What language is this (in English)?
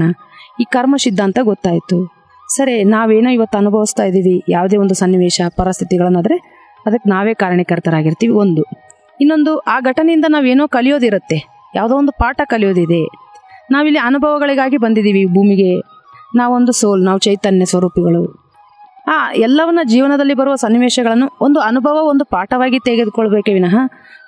Kannada